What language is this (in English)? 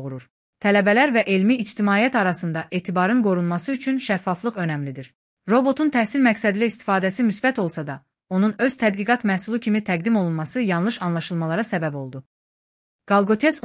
Azerbaijani